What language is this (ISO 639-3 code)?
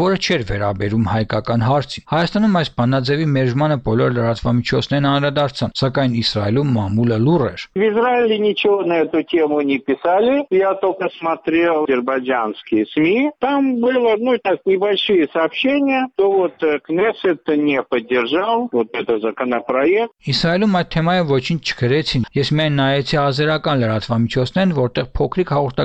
hye